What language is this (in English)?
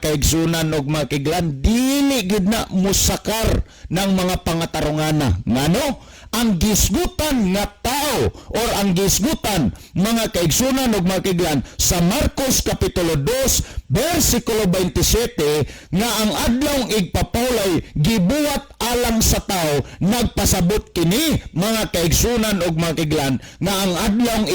Cebuano